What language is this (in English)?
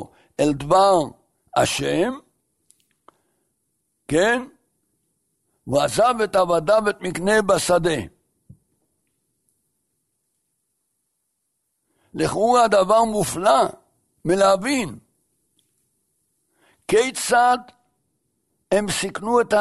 Hebrew